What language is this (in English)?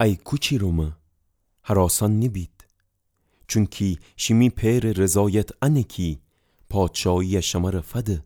Gilaki